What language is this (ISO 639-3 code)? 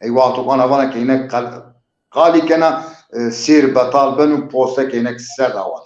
zza